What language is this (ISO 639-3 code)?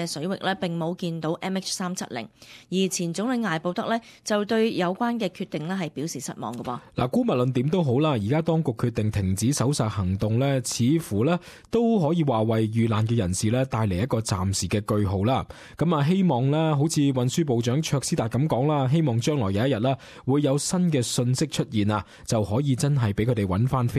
yue